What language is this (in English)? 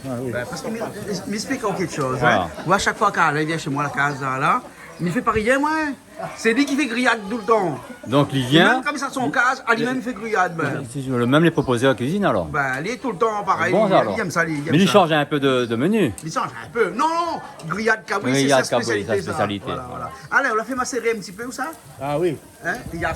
Réunion Creole French